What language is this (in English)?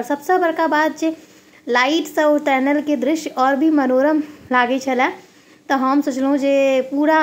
Maithili